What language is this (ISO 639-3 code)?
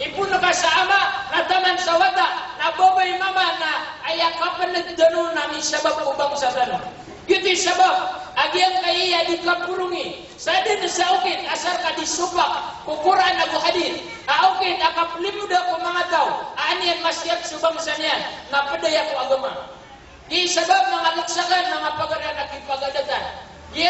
mrw